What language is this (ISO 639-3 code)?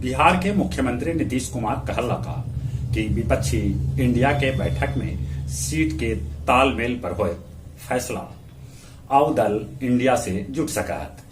mag